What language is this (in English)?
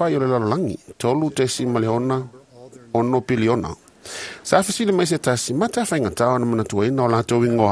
Samoan